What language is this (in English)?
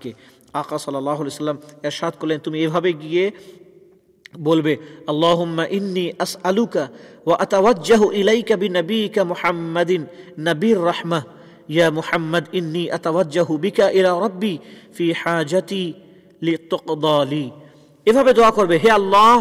Bangla